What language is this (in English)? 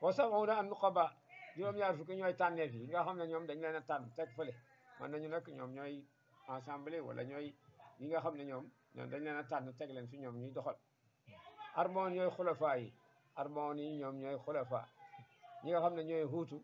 Wolof